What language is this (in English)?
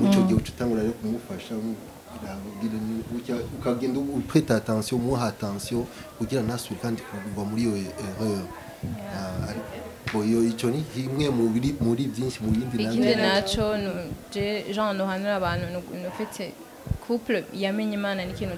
Rundi